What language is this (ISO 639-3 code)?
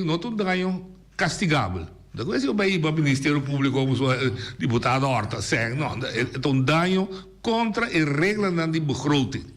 pap